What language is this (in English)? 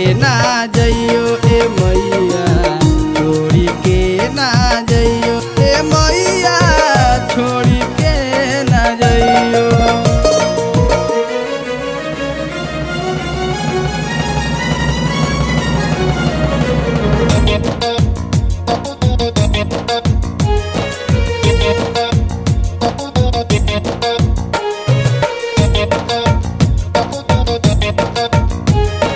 Bhojpuri